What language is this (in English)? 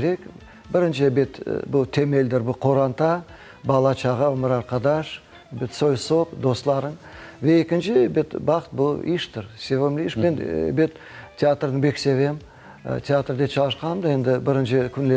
Crimean Tatar